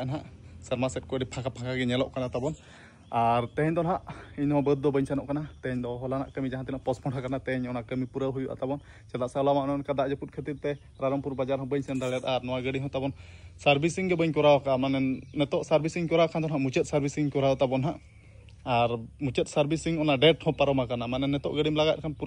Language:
Santali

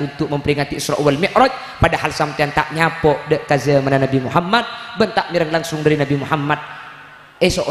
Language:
Madurese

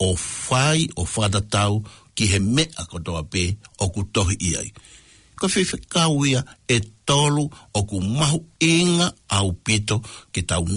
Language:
Tongan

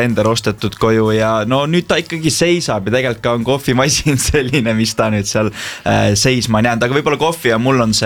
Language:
Estonian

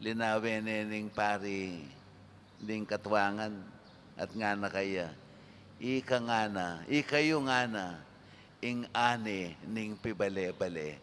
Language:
Pampanga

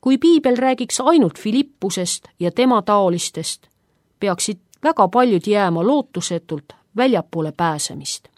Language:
Estonian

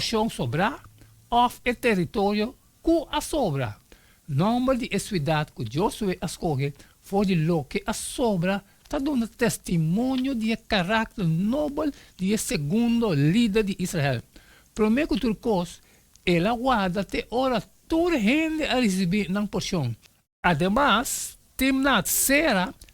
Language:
Papiamento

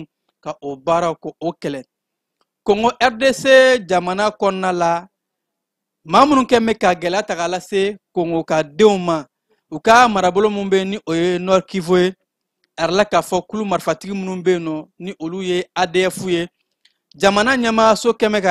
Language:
Bambara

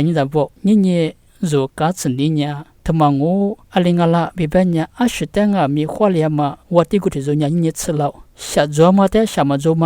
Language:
Lisu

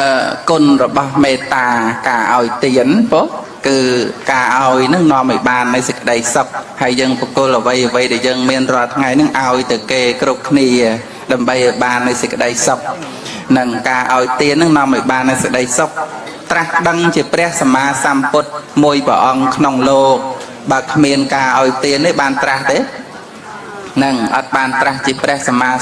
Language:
Khmer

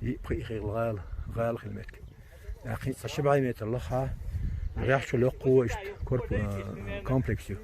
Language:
Chechen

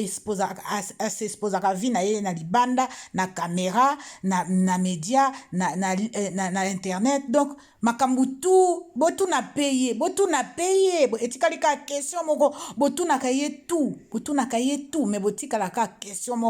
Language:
Lingala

